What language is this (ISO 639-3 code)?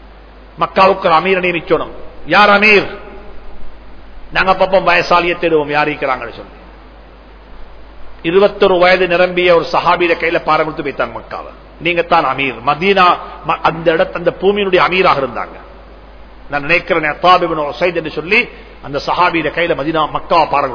tam